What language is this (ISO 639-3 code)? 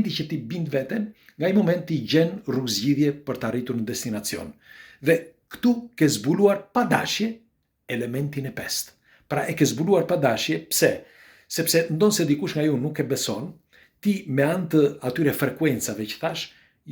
sqi